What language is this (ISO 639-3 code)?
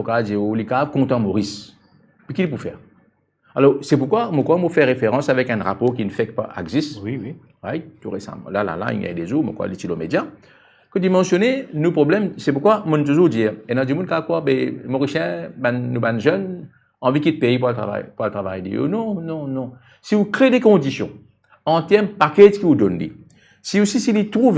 mfe